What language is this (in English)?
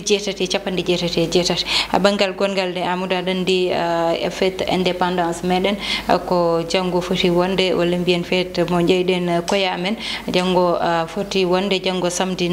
Fula